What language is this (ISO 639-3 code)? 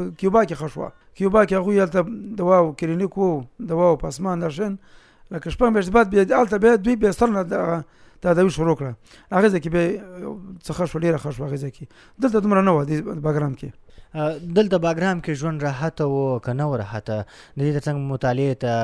pus